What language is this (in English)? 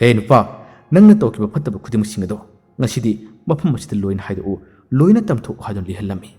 Manipuri